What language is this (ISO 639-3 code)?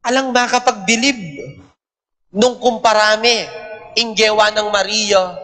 pam